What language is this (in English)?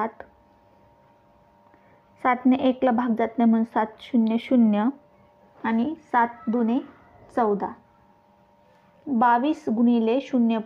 Marathi